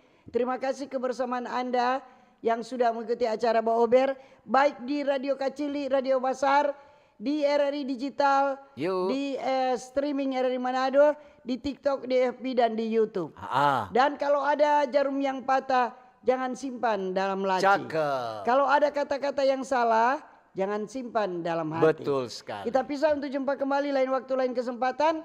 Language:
Manado Malay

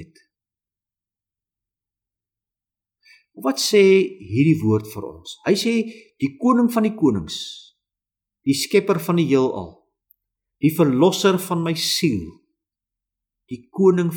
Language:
Afrikaans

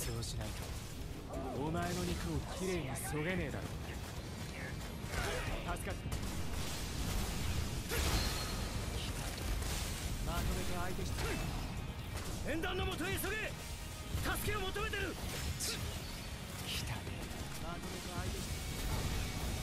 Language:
Japanese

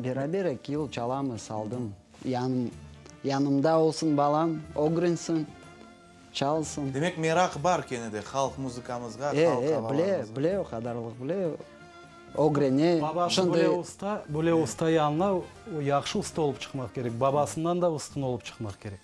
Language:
Crimean Tatar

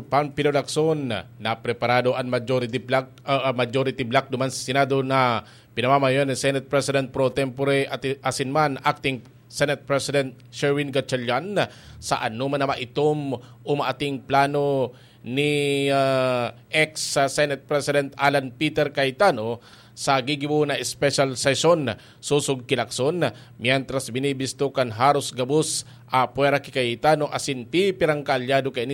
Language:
Bikol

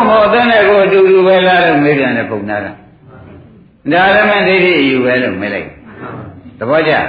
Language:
Burmese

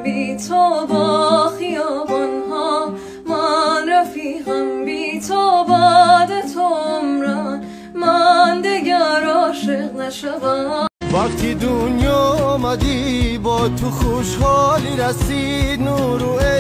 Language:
Tajik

